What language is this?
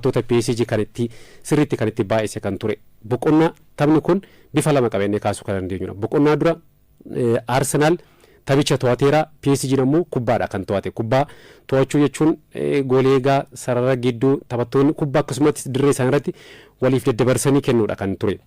Oromo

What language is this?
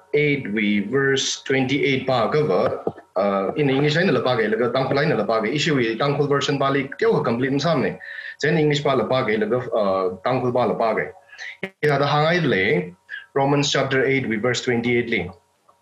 Tangkhul Naga (India)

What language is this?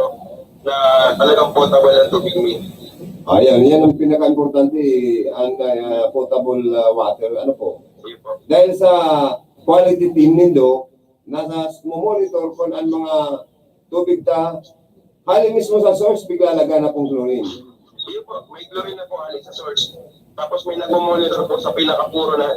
Bikol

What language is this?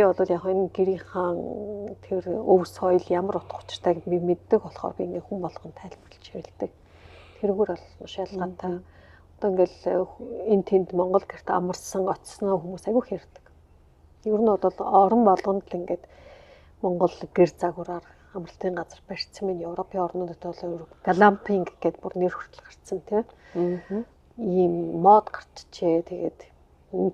Mongolian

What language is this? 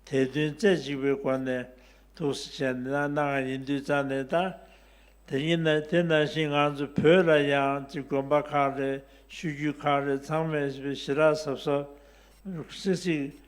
Tibetan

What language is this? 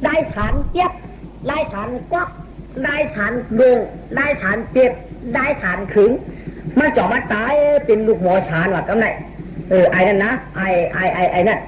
Shan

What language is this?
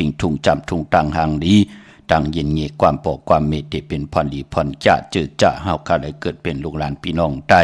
Shan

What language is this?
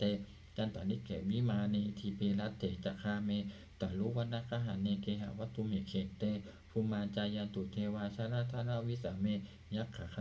Pali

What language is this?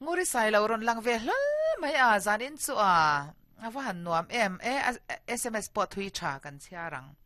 Mizo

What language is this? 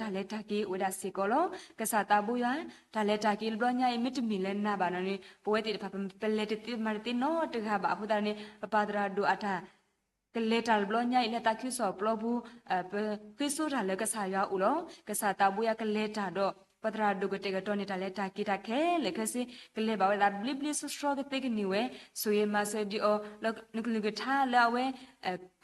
S'gaw Karen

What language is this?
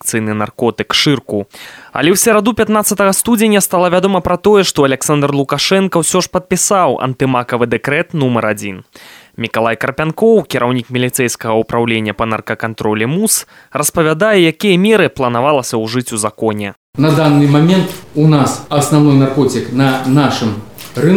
Belarusian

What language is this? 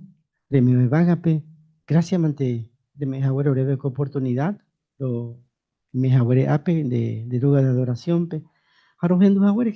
Guarani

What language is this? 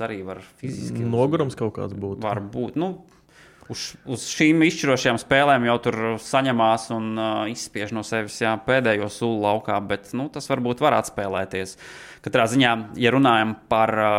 Latvian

